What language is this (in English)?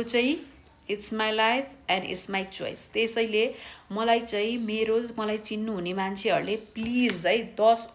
Nepali